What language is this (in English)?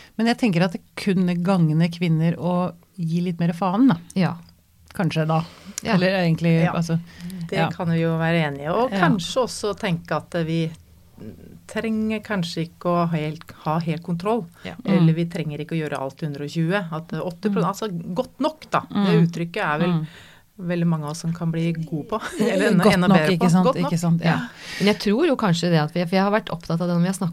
Norwegian